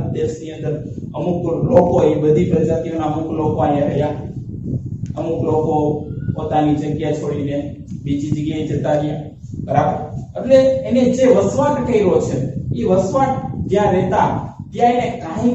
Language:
Gujarati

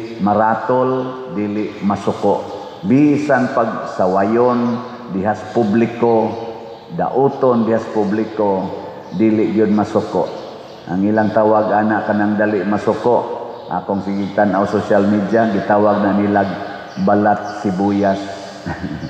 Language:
Cebuano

